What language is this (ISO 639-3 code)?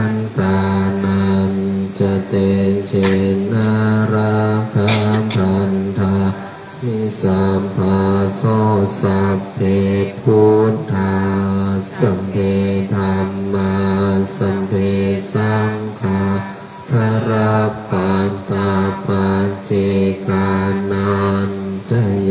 pli